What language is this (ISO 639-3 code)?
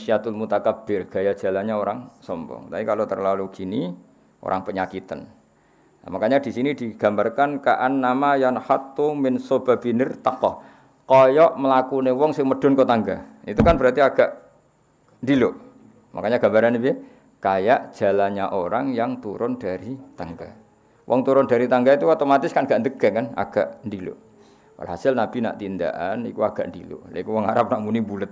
jav